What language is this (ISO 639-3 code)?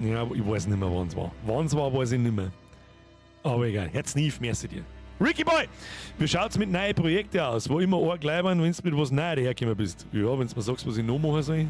bar